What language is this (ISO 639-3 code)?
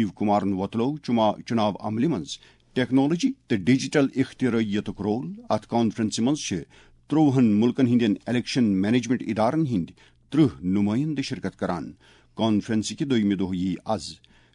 kas